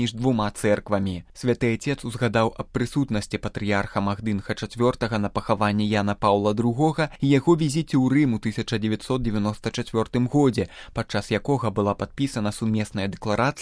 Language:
Belarusian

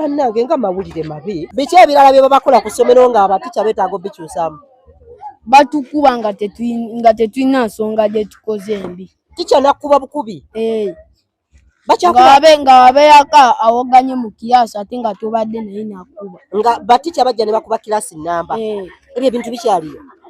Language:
Ganda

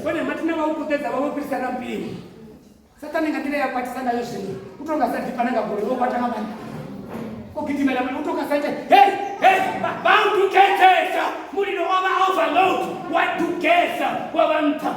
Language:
Venda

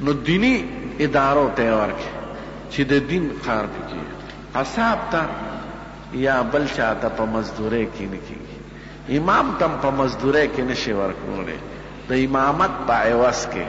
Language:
Pashto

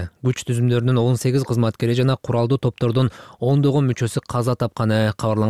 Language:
Kyrgyz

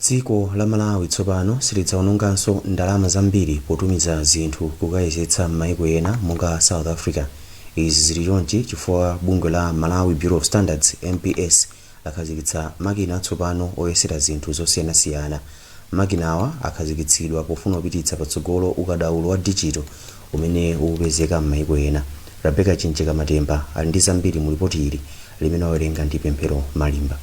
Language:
Nyanja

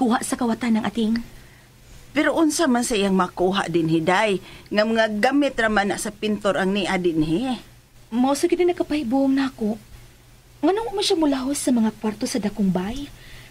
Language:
Cebuano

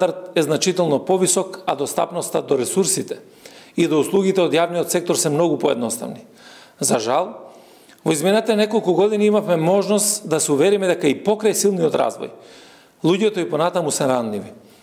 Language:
Macedonian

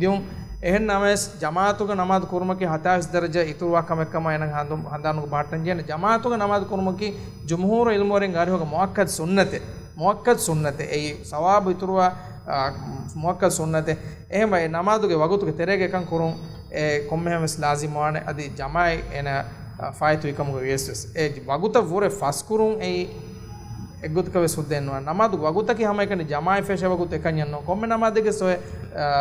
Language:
Divehi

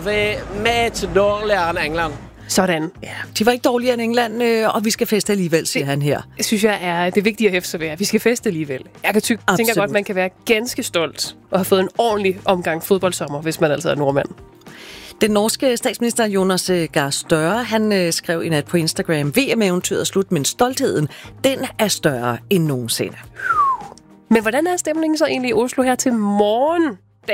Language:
Danish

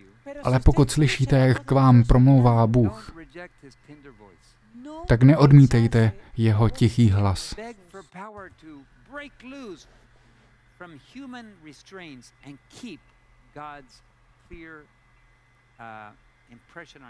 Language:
Czech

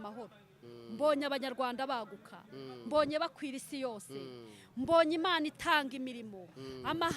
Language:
Kinyarwanda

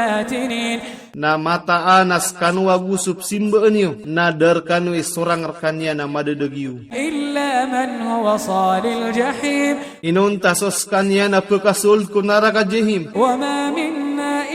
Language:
Maranao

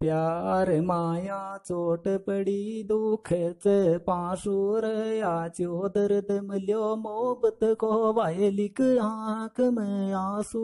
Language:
Sanskrit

